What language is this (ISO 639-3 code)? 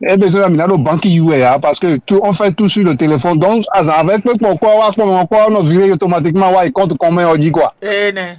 fon